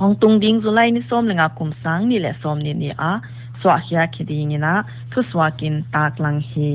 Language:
Paite Chin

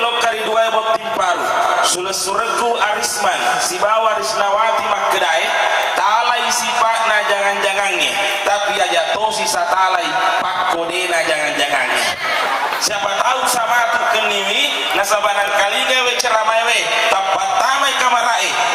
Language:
Buginese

